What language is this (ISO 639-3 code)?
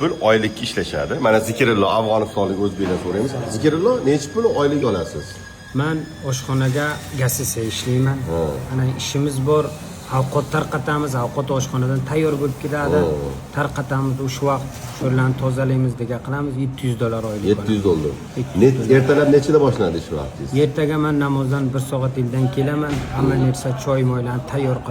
uzb